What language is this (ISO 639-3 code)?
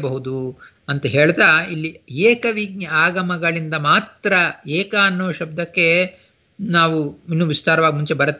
kan